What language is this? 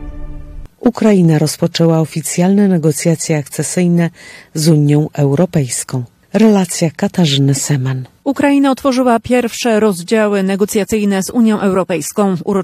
Polish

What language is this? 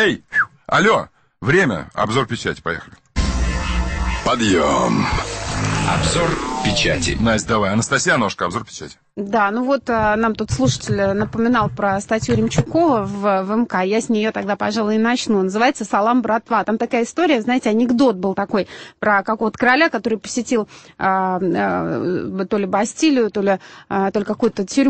Russian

